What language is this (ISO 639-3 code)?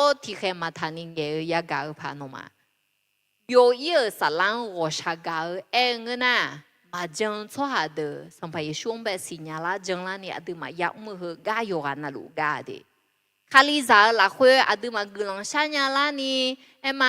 ahk